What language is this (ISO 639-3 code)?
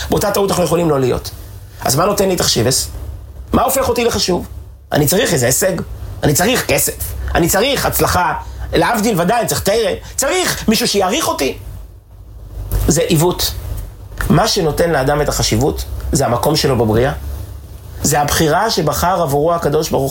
heb